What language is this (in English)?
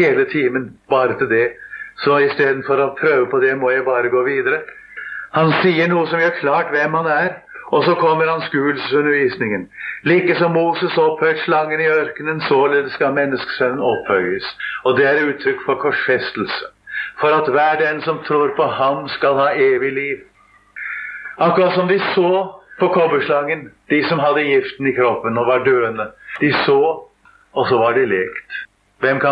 Norwegian